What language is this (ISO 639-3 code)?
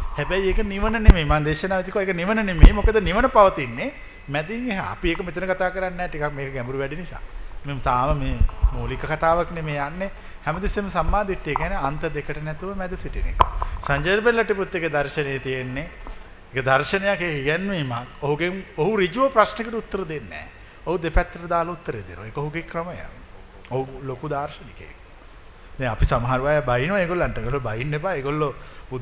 sin